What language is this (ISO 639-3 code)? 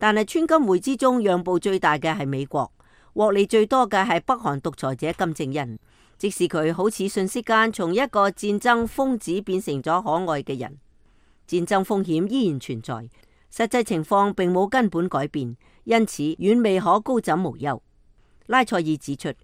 yue